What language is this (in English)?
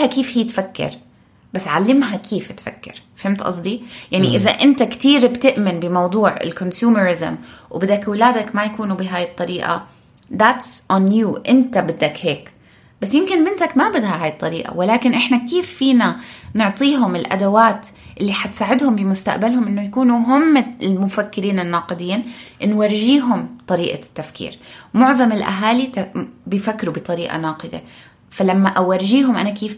North Levantine Arabic